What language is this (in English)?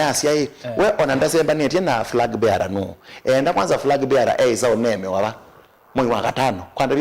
Kamba